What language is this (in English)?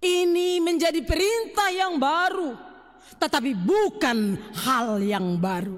Batak Simalungun